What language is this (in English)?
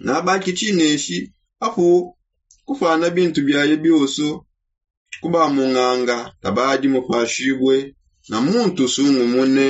Songe